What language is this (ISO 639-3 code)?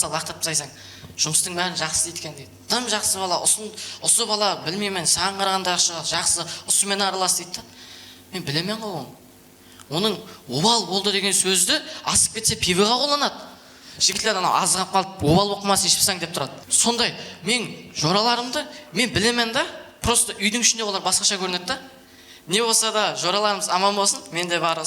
kaa